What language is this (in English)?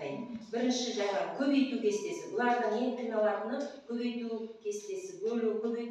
Kazakh